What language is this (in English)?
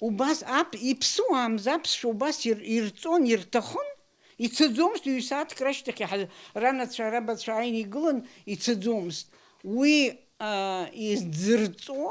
Abkhazian